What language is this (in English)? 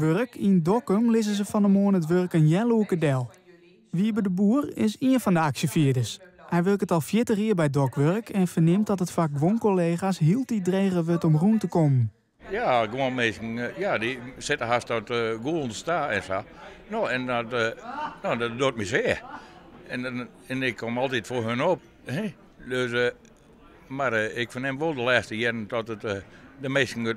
Western Frisian